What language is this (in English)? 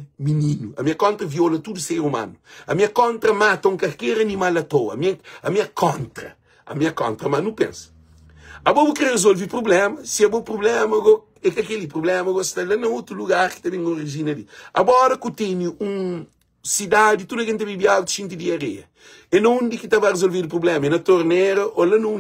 Kabuverdianu